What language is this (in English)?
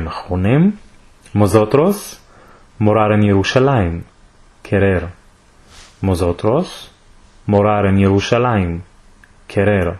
Ladino